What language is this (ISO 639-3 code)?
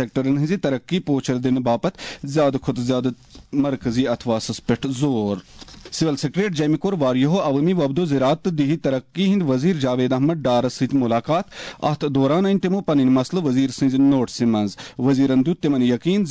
kas